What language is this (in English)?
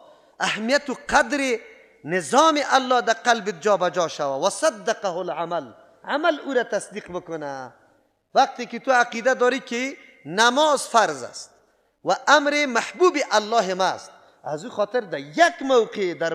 Persian